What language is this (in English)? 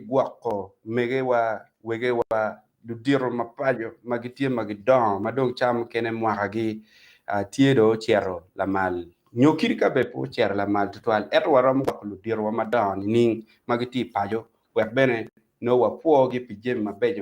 Acoli